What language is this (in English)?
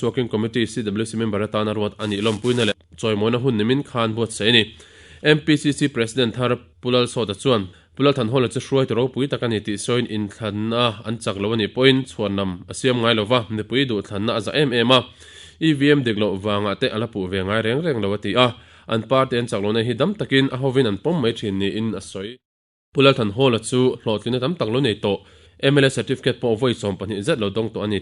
Mizo